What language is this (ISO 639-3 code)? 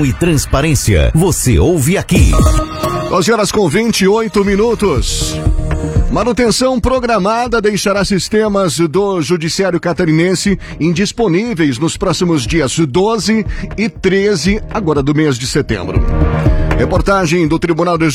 por